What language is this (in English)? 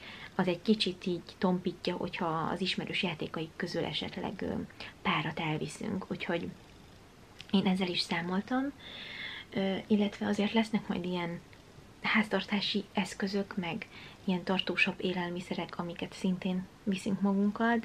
Hungarian